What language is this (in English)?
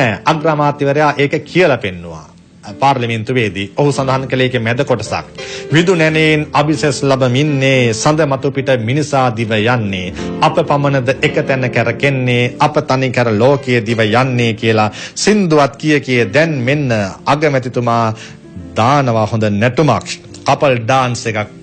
Sinhala